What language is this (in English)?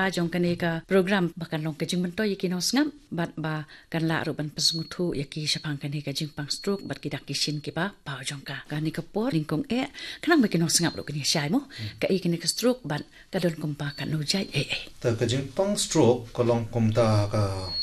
Khasi